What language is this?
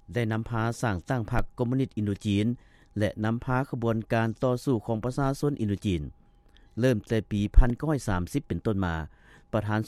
Lao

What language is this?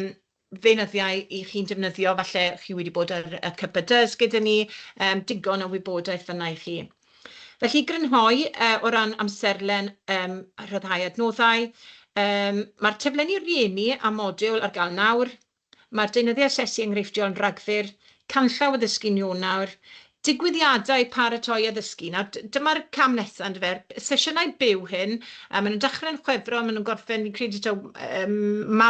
Welsh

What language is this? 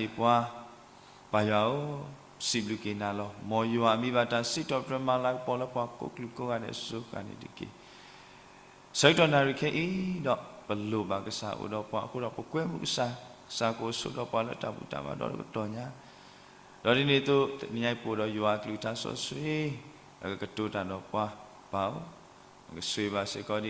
S'gaw Karen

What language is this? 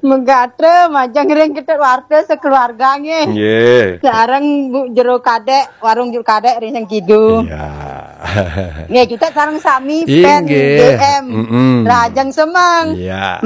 Balinese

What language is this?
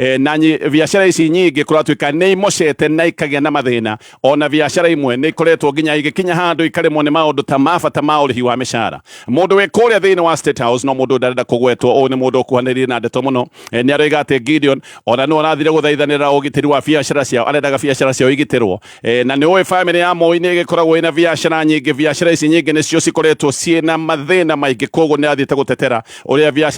Kikuyu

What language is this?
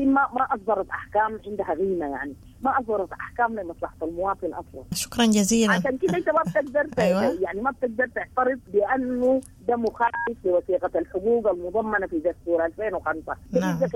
Sudanese Arabic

